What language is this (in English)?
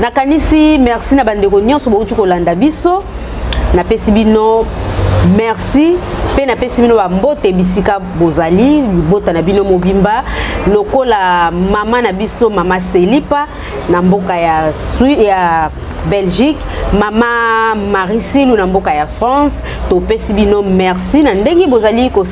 Lingala